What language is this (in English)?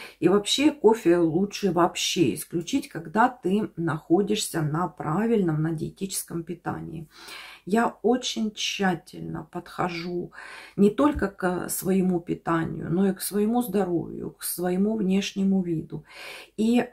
Russian